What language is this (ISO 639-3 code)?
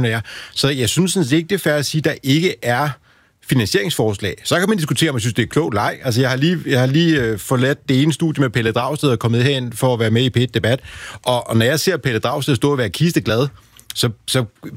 dan